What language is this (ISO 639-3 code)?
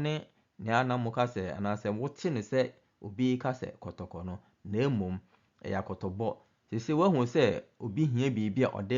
aka